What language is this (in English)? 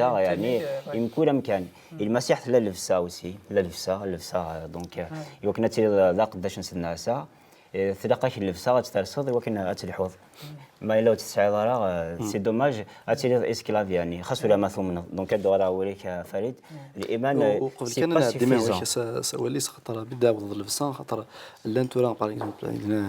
Kabyle